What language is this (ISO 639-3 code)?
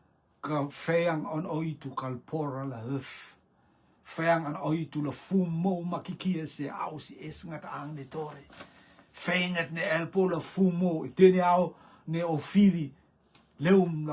rtm